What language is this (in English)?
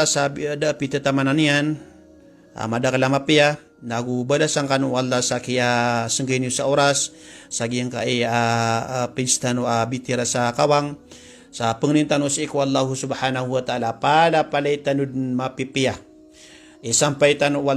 Maranao